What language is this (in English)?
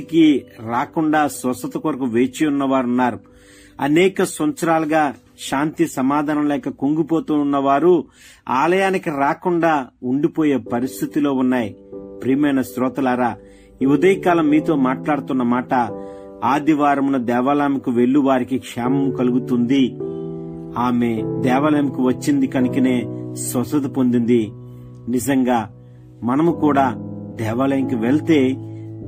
Telugu